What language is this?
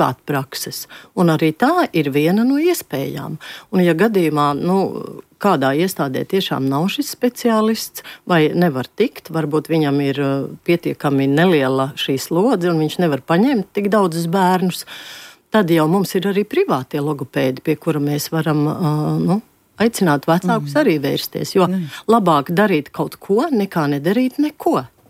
Latvian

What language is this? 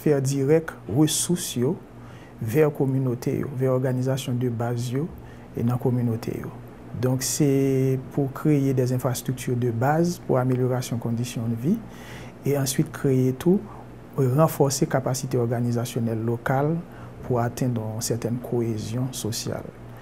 Haitian Creole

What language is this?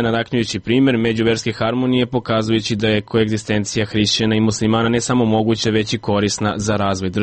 Serbian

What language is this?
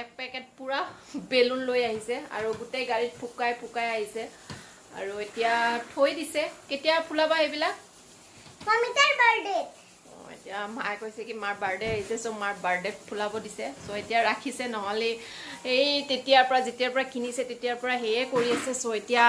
Assamese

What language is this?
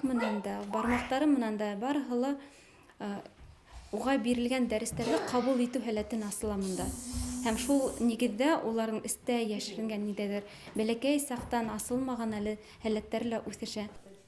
Bashkir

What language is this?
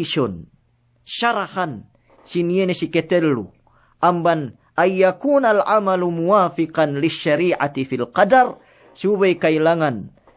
Yakan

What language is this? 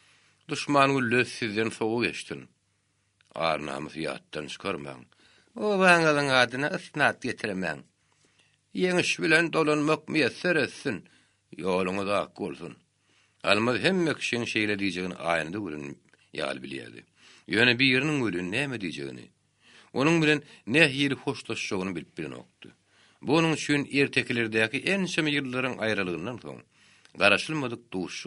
Turkmen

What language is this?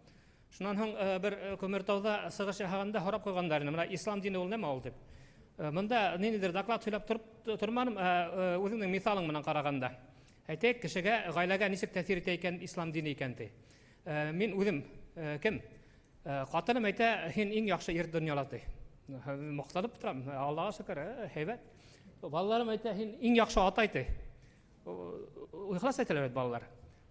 Bashkir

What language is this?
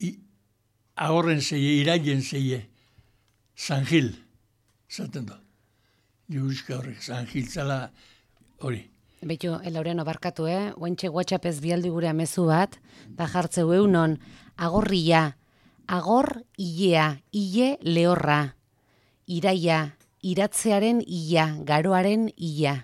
Basque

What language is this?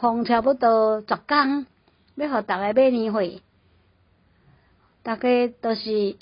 Min Nan Chinese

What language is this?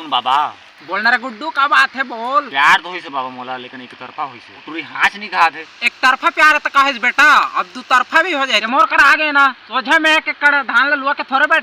Chhattisgarhi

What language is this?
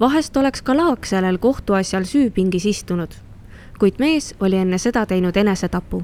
Estonian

